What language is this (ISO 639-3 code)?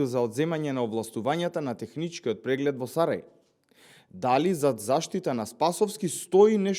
mkd